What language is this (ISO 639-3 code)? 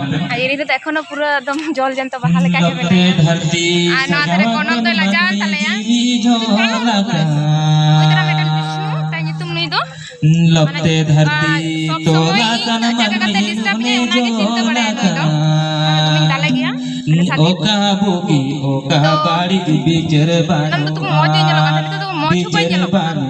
sat